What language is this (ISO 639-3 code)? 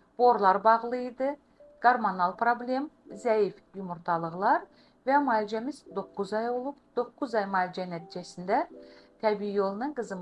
aze